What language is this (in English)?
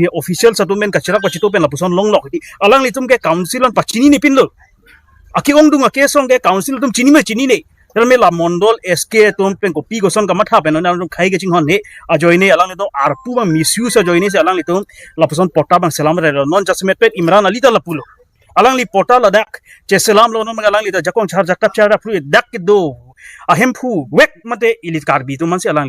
Karbi